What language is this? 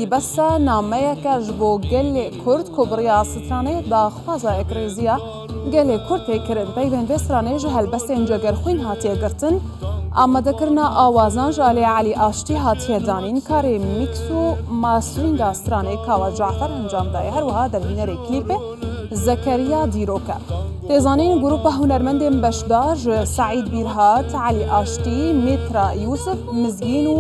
Kurdish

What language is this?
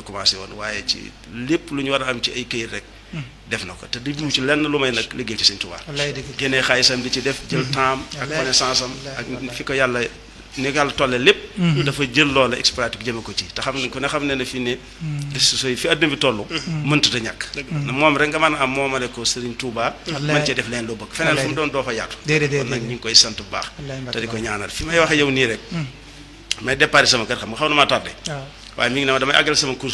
Wolof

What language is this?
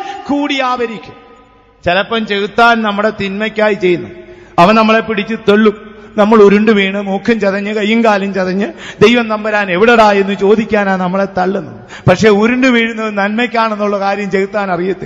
Malayalam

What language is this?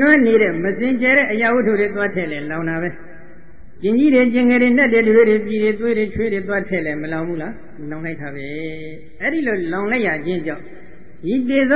Burmese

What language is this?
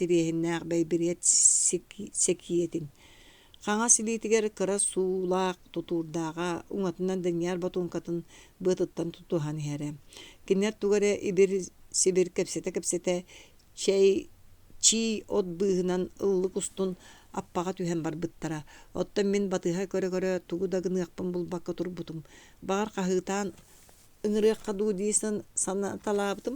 Yakut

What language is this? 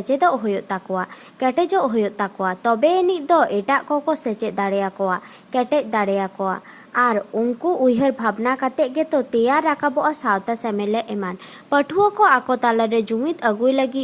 Santali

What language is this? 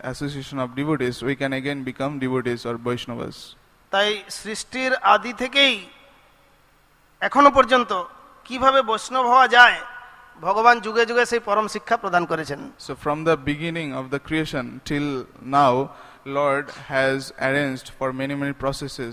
Bangla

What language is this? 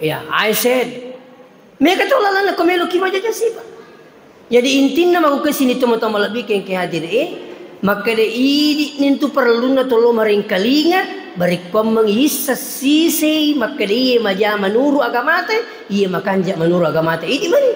Buginese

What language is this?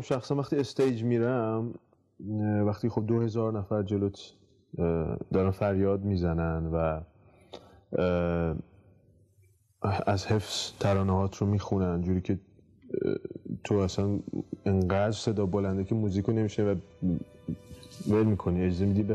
Persian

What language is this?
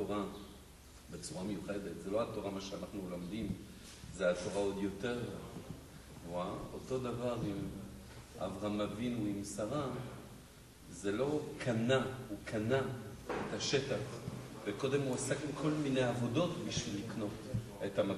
Hebrew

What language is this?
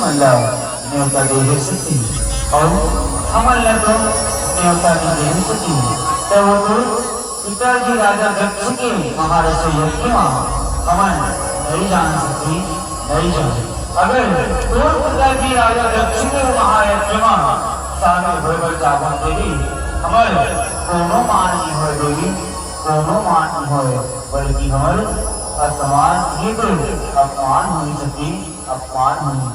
Chhattisgarhi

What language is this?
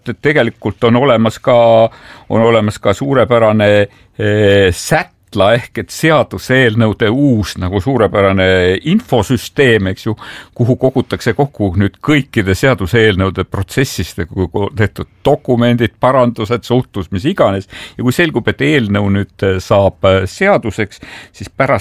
Estonian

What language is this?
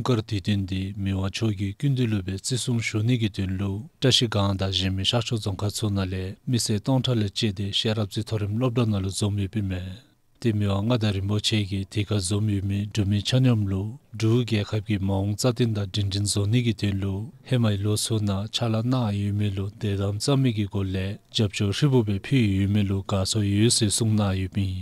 Dzongkha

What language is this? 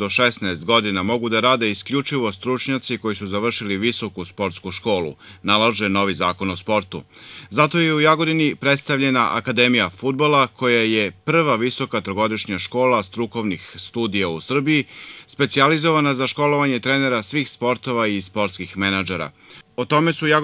Serbian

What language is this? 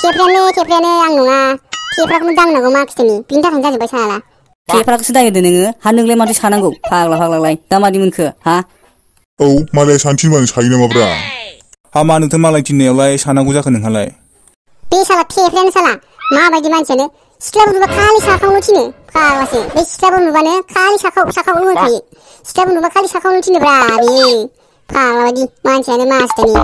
Bodo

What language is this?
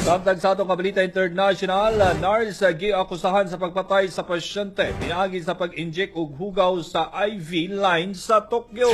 Cebuano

